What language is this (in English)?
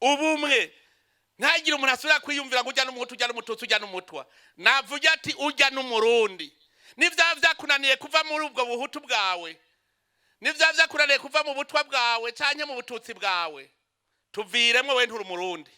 Rundi